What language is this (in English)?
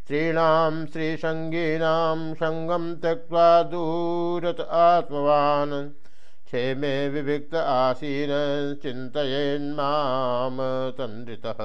Sanskrit